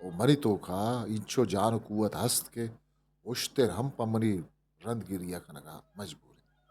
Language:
Eastern Balochi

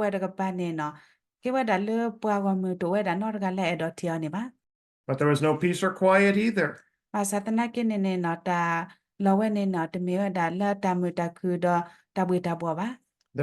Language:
S'gaw Karen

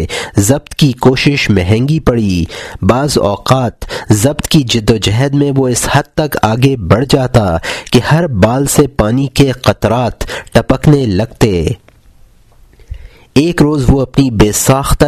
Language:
Urdu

